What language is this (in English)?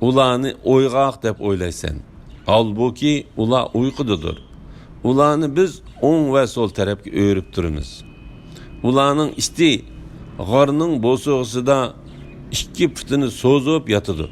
Uyghur